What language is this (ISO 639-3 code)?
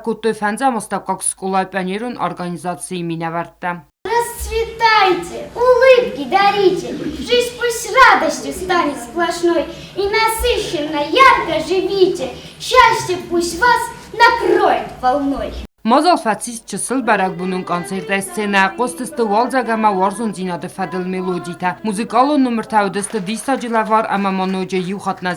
oss